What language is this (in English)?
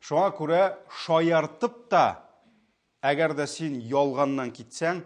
Tatar